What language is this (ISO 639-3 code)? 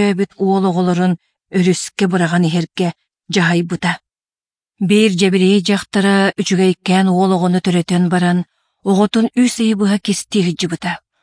sah